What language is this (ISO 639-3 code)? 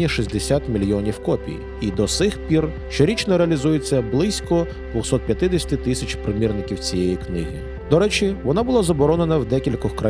ukr